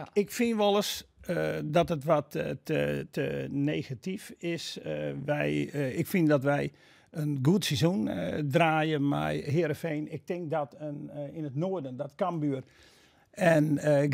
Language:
Western Frisian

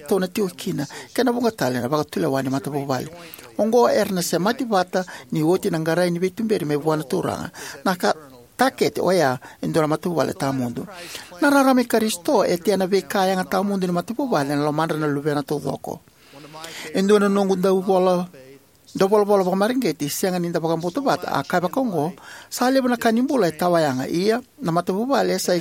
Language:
Fijian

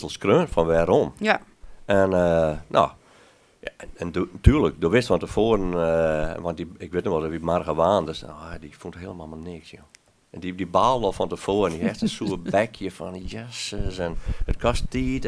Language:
Western Frisian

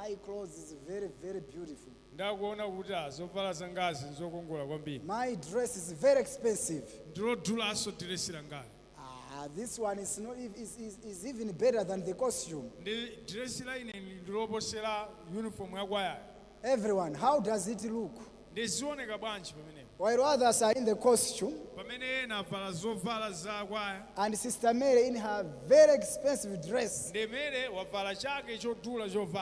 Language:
Nyanja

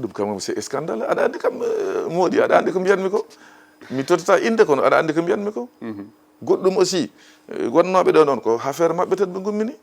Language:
Fula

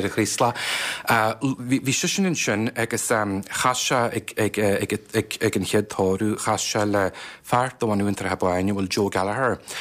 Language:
Irish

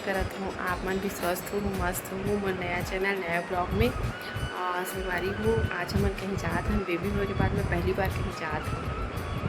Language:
Chhattisgarhi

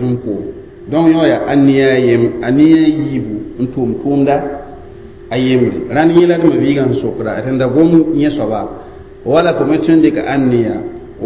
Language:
Mossi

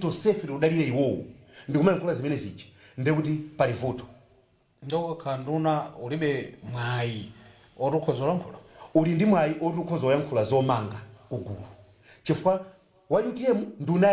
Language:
Nyanja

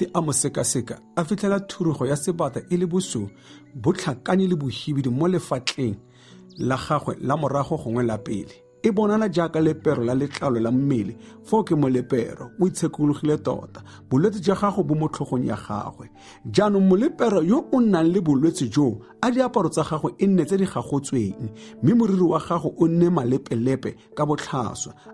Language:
Tswana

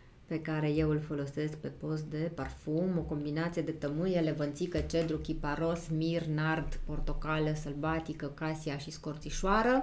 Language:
Romanian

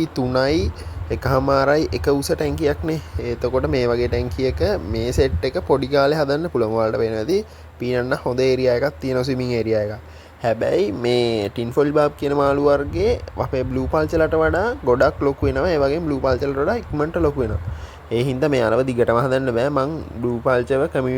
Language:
Sinhala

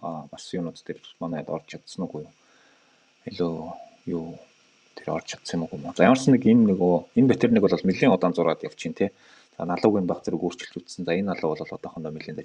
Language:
Mongolian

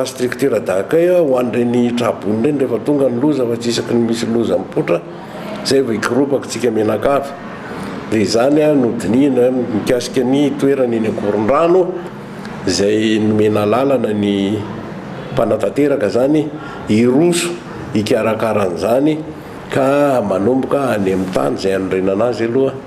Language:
Malagasy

